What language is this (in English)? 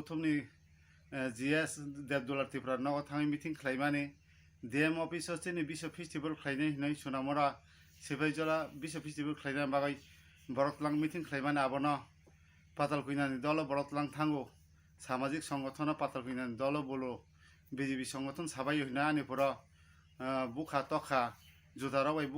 Kok Borok